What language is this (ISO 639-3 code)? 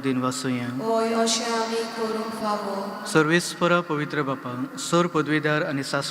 kok